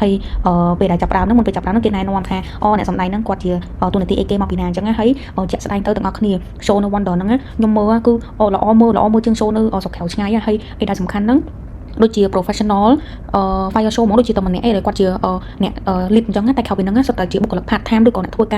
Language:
Khmer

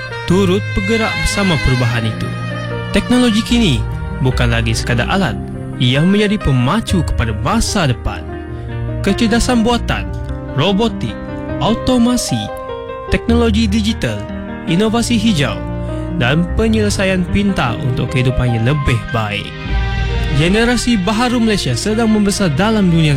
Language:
Malay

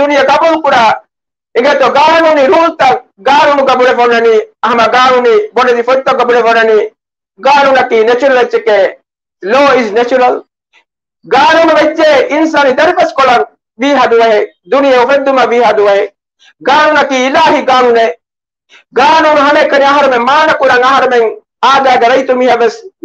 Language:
Divehi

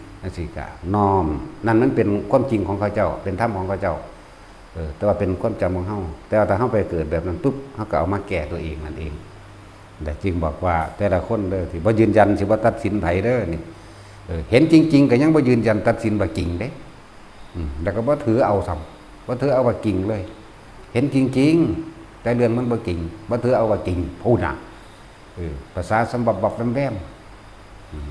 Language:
Northeastern Thai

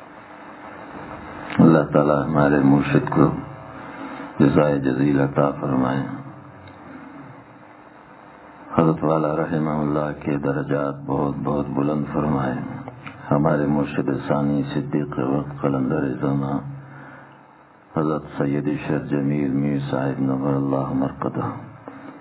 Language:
Urdu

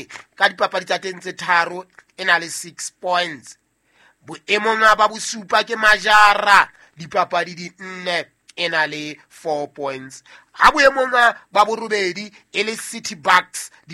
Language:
Southern Sotho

